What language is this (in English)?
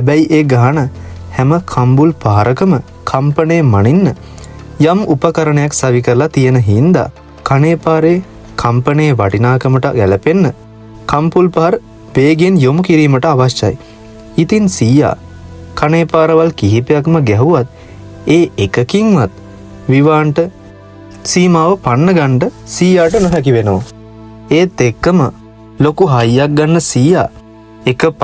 Sinhala